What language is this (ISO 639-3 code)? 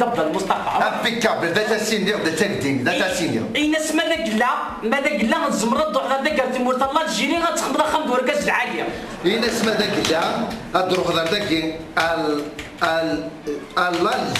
kab